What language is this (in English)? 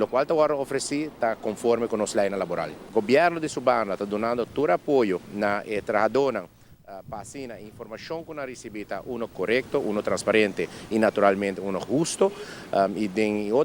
Papiamento